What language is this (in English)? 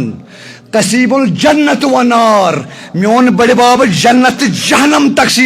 Kashmiri